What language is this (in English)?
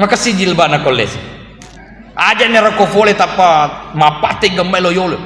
Buginese